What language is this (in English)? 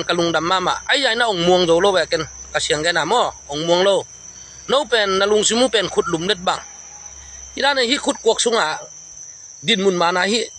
Tedim Chin